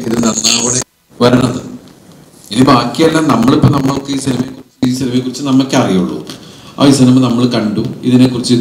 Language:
Malayalam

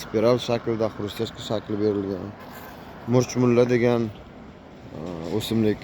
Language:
Uzbek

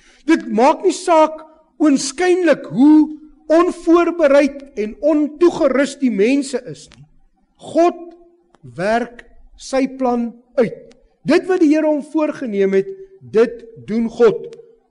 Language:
Afrikaans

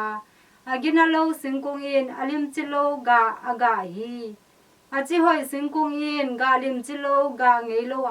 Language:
Tedim Chin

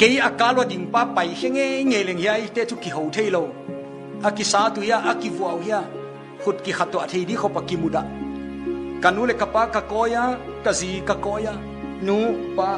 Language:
Paite Chin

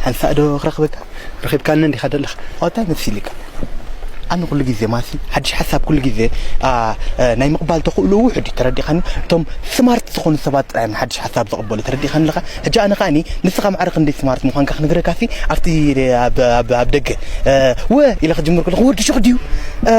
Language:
Tigrinya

